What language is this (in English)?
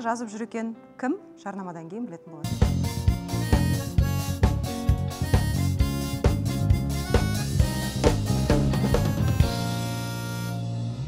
Kazakh